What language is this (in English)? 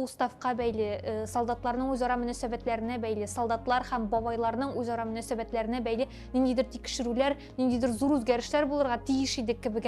Tatar